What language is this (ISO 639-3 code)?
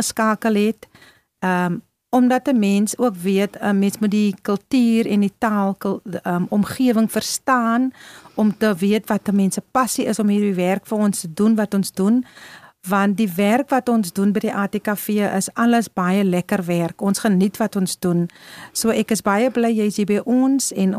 afr